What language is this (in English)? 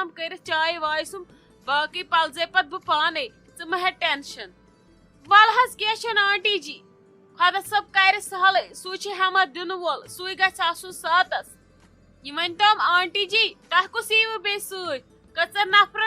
Kashmiri